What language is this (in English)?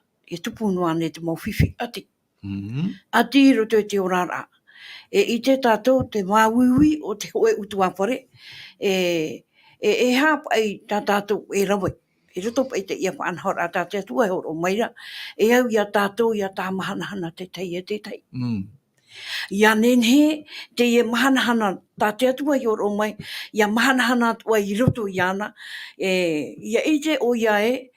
Tahitian